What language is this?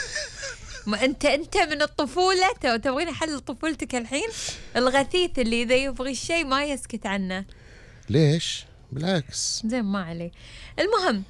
Gulf Arabic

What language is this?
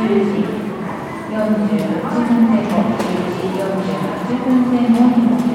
Japanese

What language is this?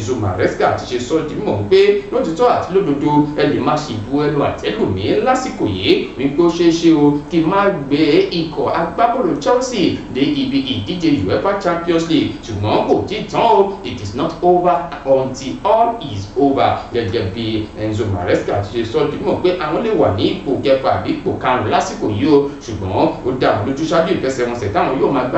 Yoruba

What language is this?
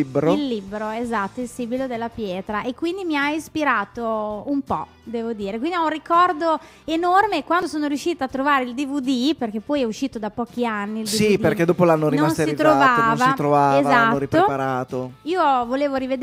Italian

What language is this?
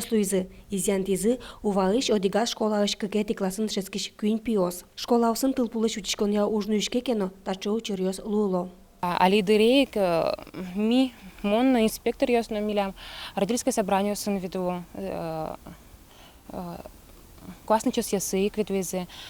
Udmurt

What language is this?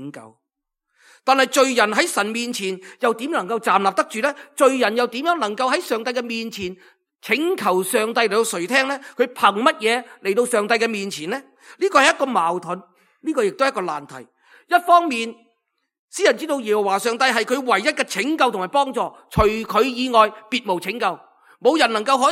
Cantonese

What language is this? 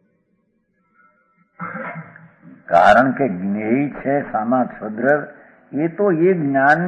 Gujarati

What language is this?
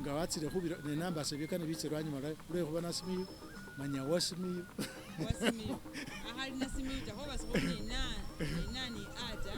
Masaaba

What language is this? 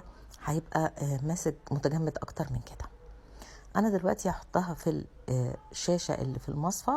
Egyptian Arabic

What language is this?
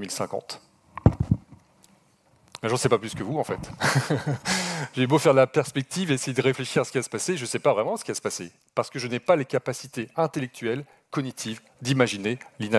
French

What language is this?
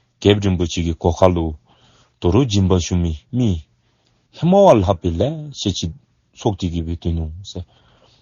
Dzongkha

